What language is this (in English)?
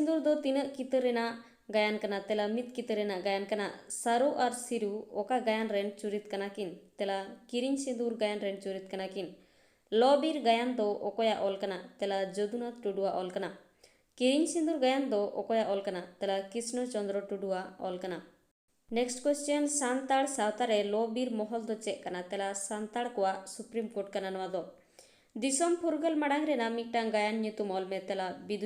Santali